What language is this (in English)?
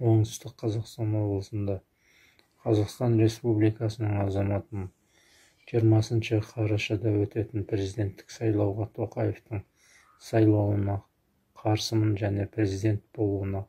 Kazakh